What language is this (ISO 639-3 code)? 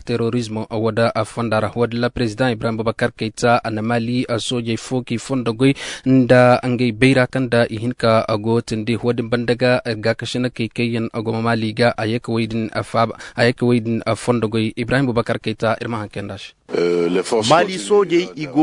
ses